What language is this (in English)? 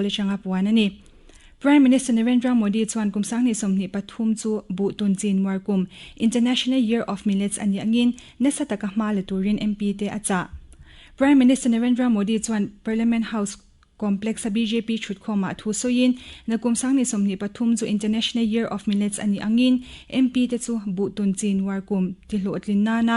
Mizo